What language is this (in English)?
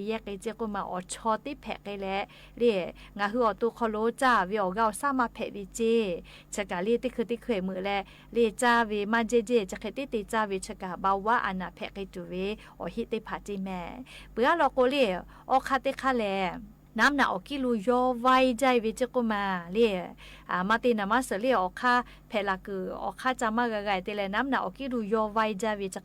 Lahu